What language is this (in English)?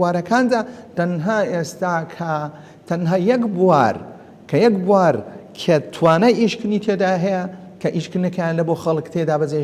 Central Kurdish